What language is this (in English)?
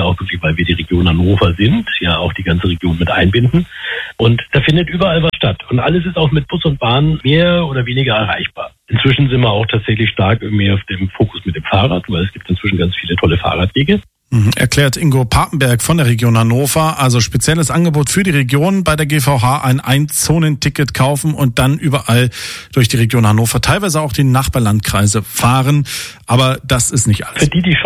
German